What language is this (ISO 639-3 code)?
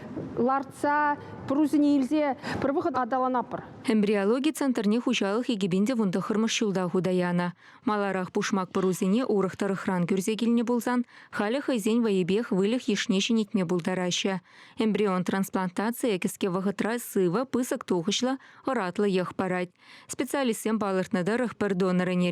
chv